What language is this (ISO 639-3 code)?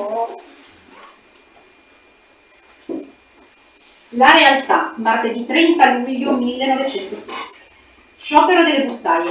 ita